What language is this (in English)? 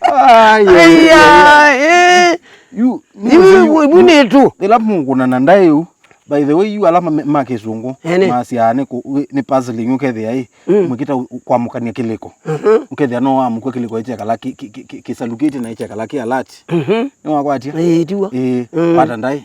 Kamba